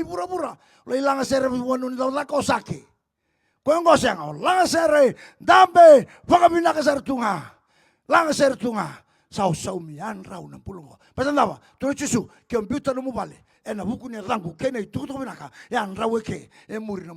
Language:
Fijian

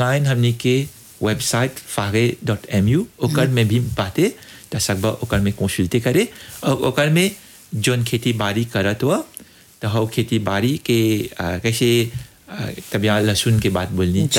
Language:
Bhojpuri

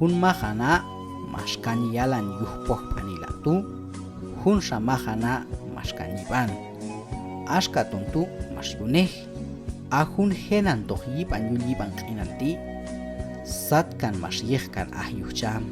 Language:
Q'anjob'al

